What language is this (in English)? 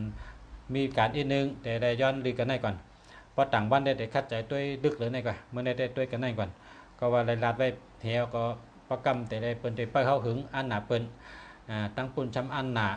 Shan